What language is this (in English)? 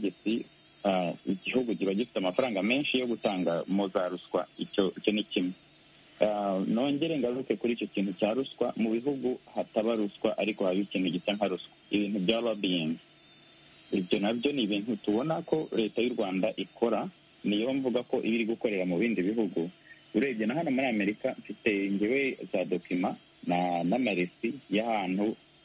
Kinyarwanda